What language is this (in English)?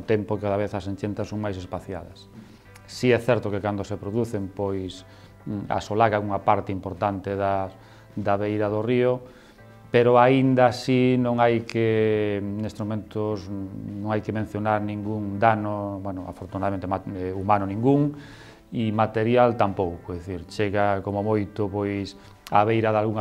Galician